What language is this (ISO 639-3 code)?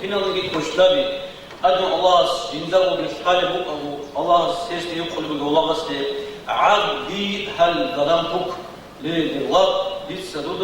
ava